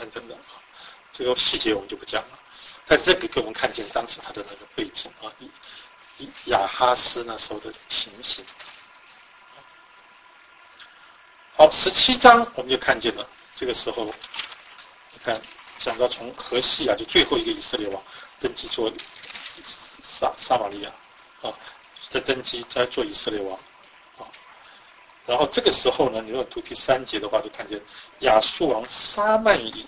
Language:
Chinese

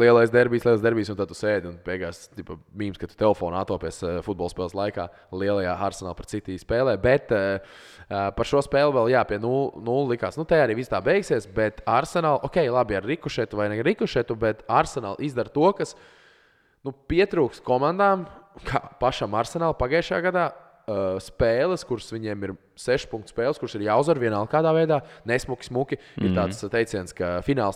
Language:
Latvian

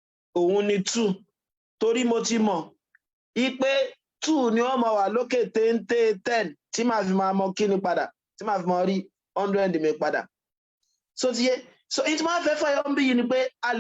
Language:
Yoruba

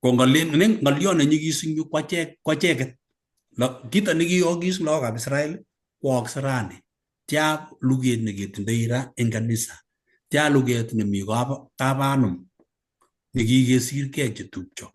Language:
Kalenjin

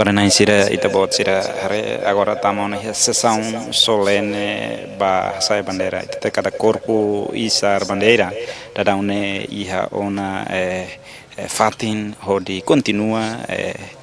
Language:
Tetum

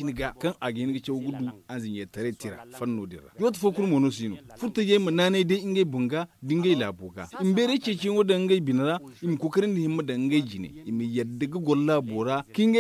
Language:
Zarma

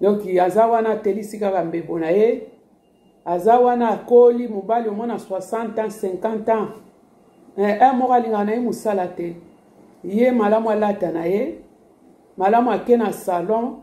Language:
Lingala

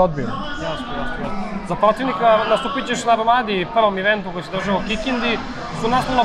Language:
Serbian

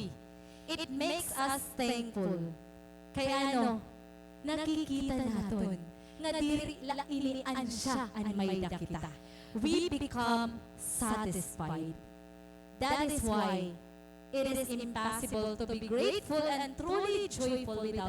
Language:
Waray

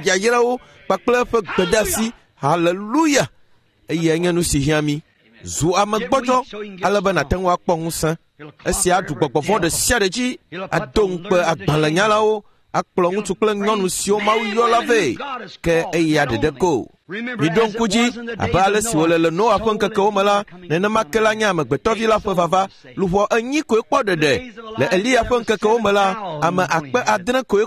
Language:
Ewe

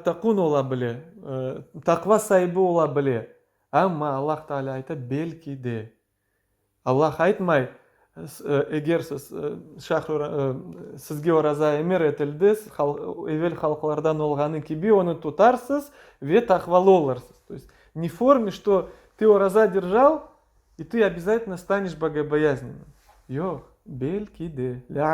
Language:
Crimean Tatar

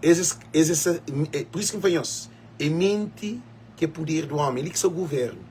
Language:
Kabuverdianu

